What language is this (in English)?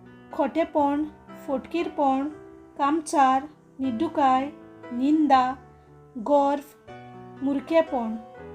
Konkani